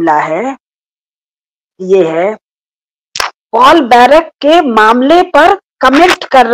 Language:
Hindi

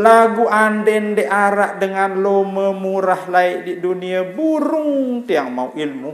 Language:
Sasak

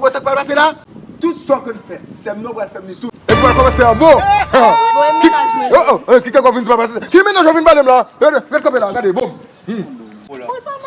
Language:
Haitian Creole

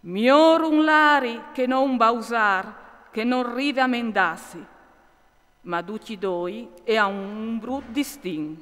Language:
Friulian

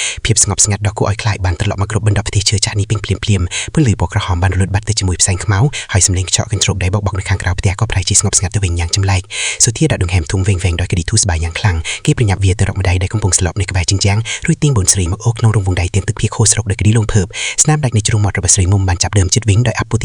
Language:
Khmer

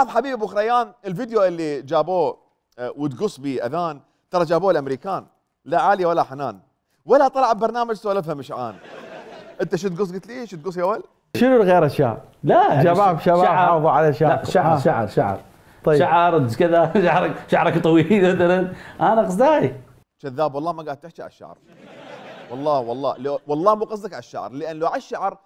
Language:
Mesopotamian Arabic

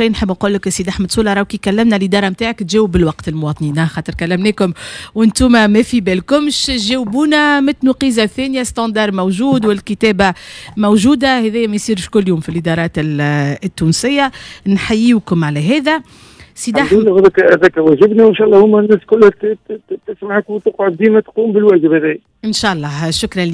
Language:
Tunisian Arabic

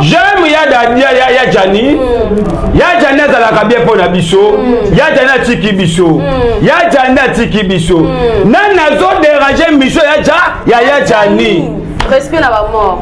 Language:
Lingala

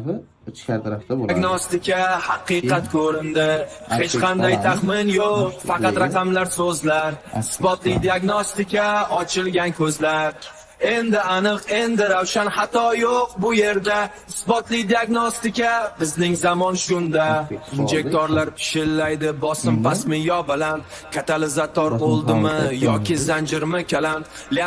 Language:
Uzbek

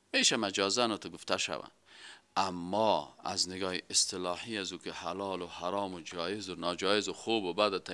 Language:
Persian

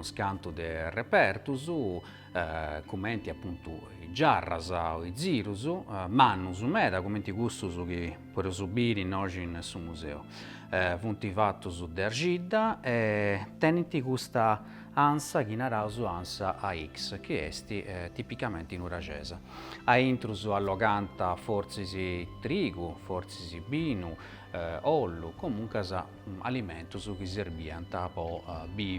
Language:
Sardinian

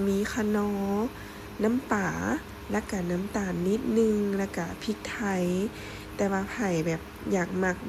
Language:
Lao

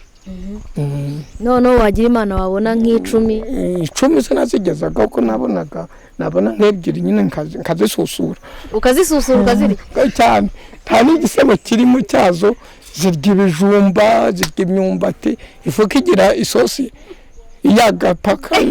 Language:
Kinyarwanda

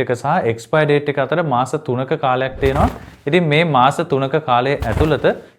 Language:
Sinhala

